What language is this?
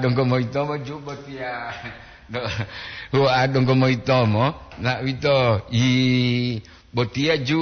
Gorontalo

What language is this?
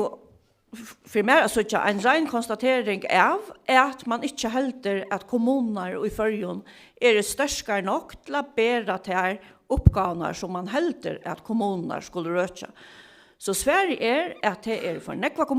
Faroese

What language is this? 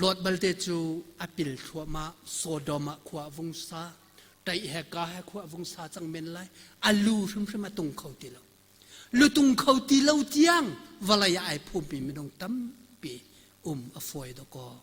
Hakha Chin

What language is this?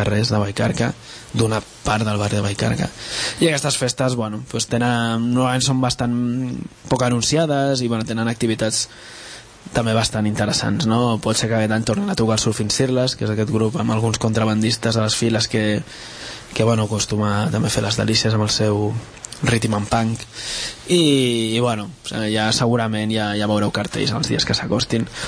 Catalan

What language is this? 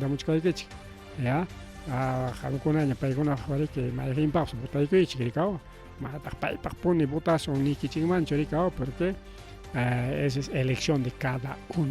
Ayacucho Quechua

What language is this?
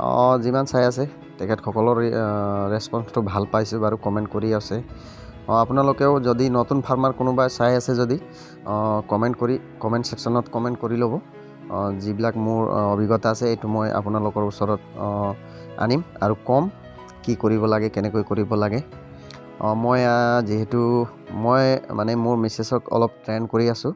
Assamese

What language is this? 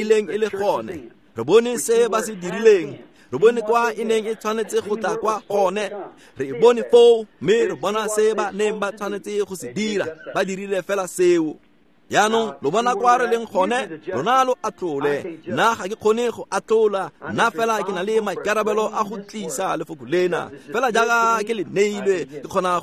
Tswana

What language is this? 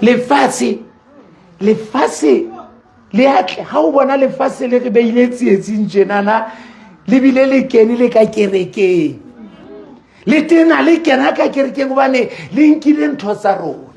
Southern Sotho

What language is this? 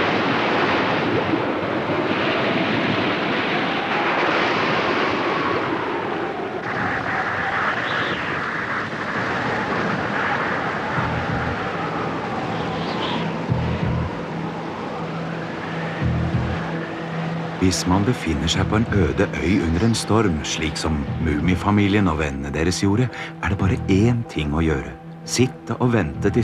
Norwegian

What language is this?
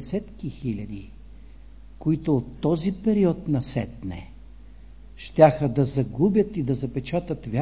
Bulgarian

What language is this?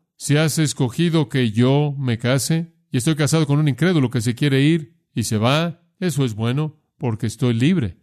Spanish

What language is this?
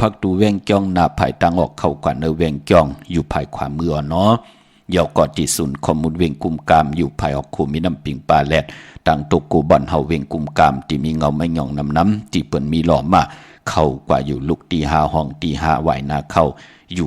Shan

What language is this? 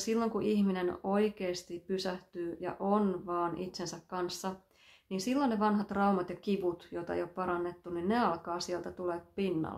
Finnish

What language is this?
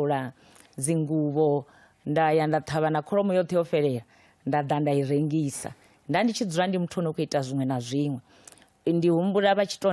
Venda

